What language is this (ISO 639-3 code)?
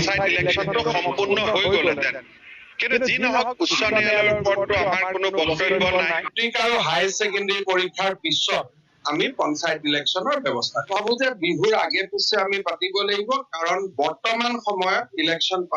asm